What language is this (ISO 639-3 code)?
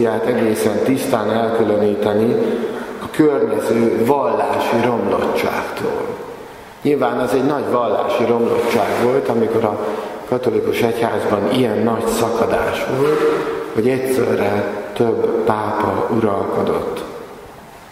hun